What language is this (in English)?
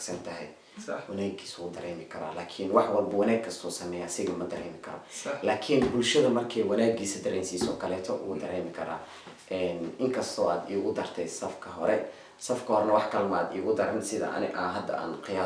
Somali